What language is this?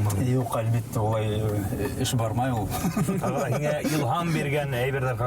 Bashkir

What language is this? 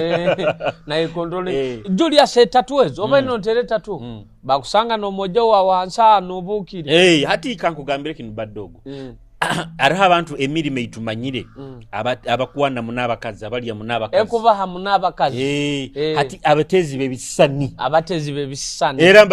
Nyoro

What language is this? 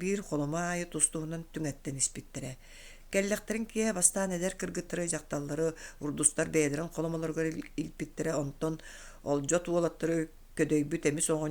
Yakut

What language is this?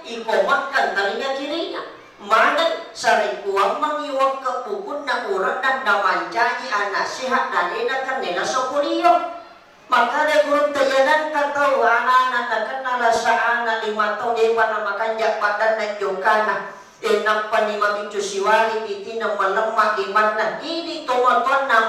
Buginese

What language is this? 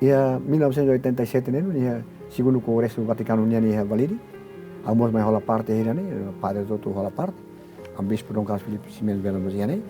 Tetum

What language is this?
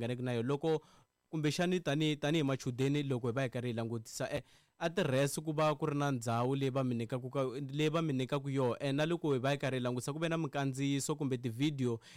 Tsonga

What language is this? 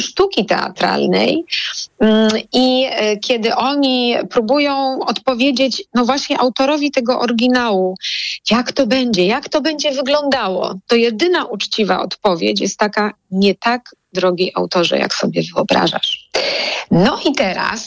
Polish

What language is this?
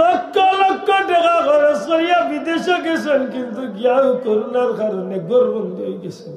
Sylheti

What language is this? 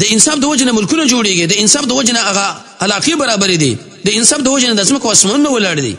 Pashto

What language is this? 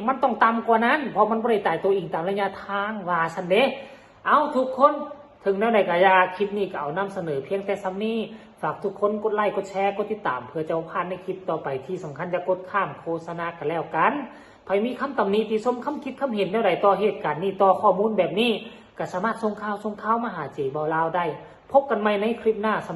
Northeastern Thai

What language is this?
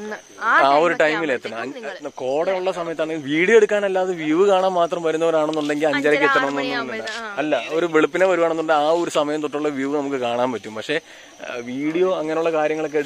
Malayalam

